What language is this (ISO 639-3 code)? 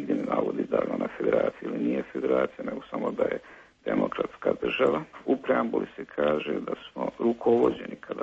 bos